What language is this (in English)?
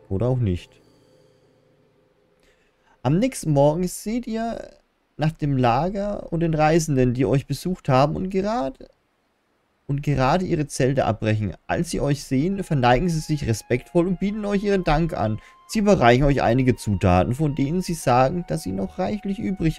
German